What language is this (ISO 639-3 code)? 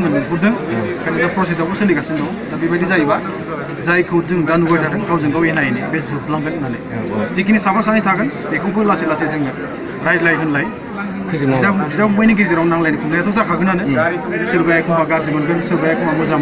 brx